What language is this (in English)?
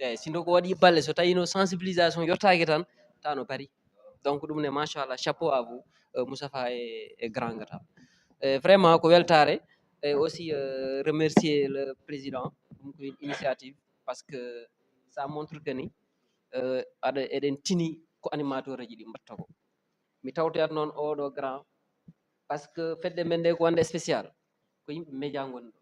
Fula